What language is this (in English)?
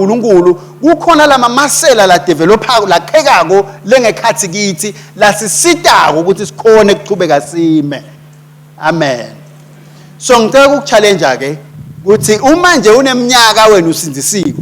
Swati